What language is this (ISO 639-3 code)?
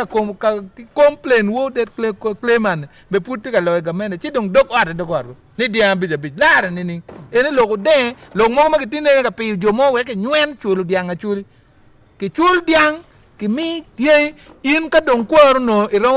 ach